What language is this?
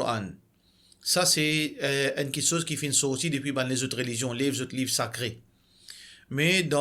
Morisyen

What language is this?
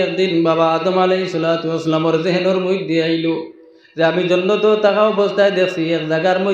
Sylheti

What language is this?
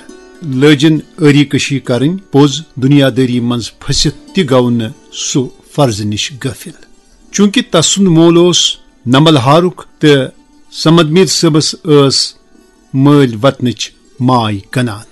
Kashmiri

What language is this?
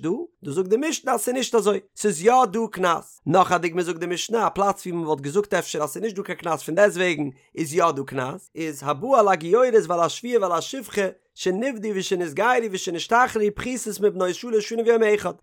Yiddish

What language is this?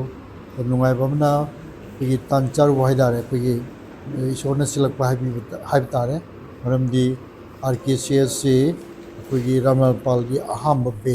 Manipuri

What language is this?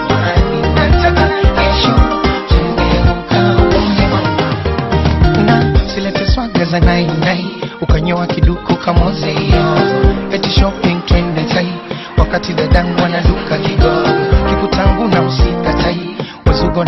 Swahili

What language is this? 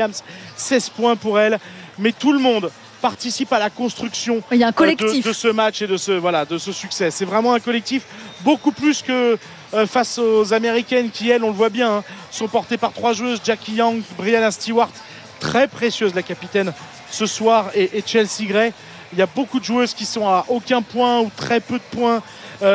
French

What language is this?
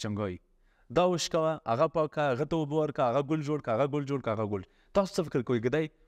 Pashto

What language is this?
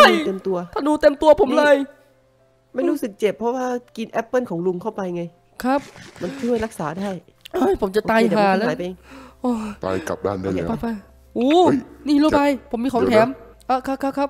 Thai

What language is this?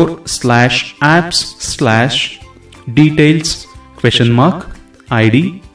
Kannada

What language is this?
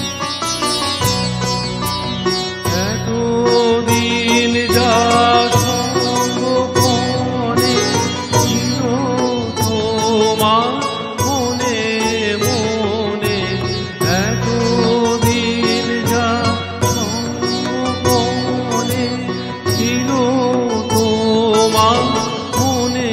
Bangla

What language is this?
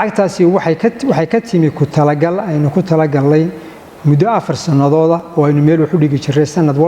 Somali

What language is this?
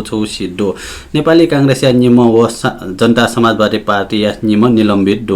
Newari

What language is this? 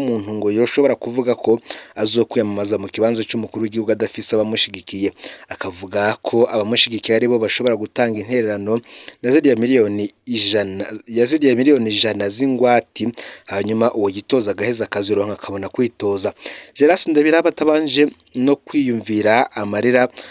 Rundi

